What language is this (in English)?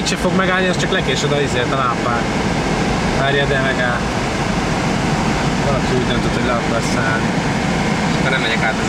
Hungarian